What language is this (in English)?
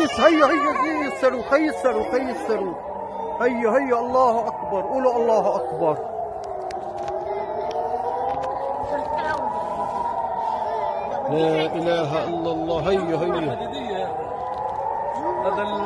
Arabic